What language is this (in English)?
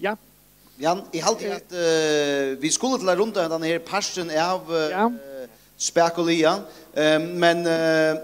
Faroese